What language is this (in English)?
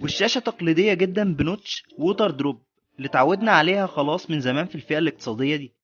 Egyptian Arabic